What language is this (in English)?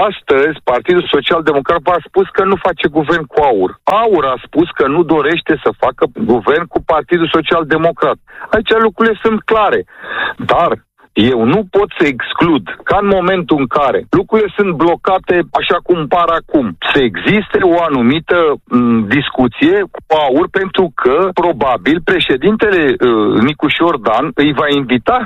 Romanian